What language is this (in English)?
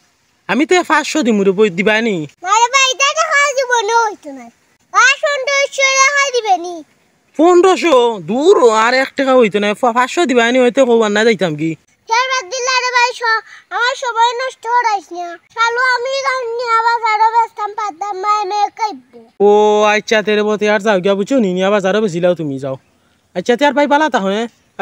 Sylheti